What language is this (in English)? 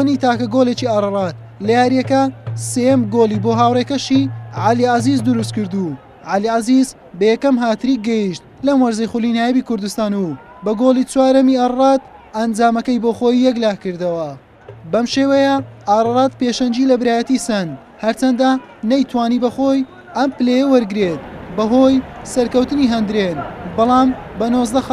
Central Kurdish